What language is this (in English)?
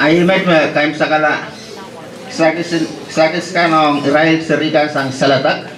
Pohnpeian